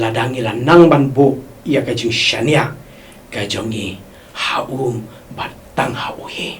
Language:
Khasi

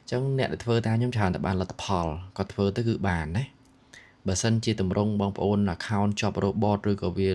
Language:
Khmer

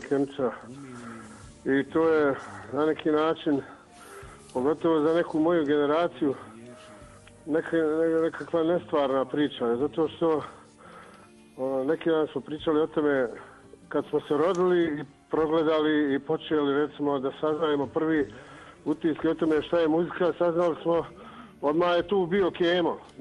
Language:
Bosnian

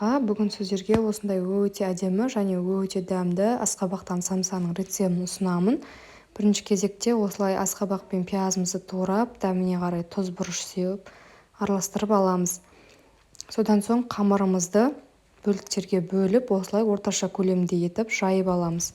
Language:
Kazakh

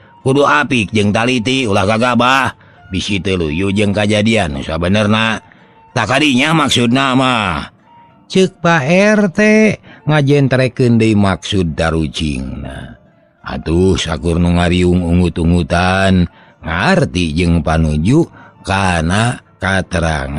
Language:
Sundanese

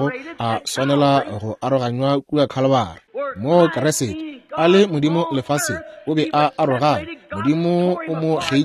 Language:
Northern Sotho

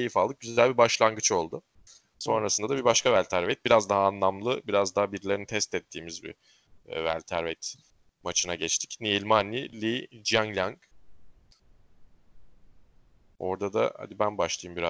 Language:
Turkish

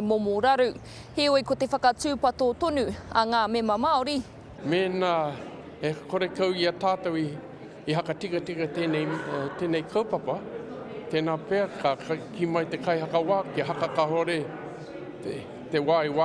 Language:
Māori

